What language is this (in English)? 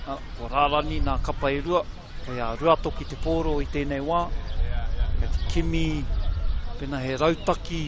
Māori